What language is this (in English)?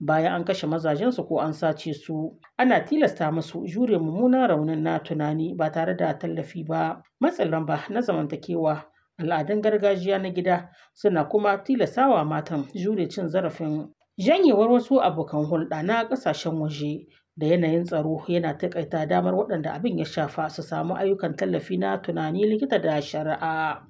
Hausa